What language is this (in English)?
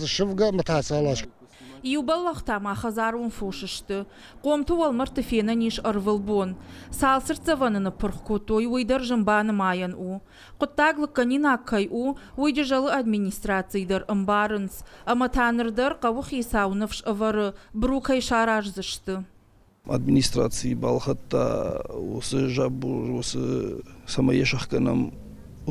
Ossetic